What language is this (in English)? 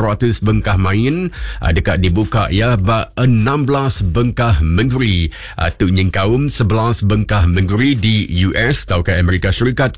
Iban